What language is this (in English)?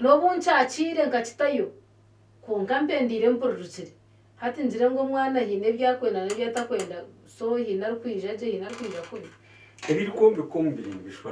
Nyankole